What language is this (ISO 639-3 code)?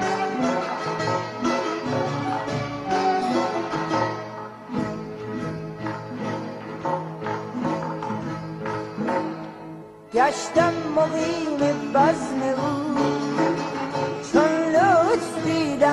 fas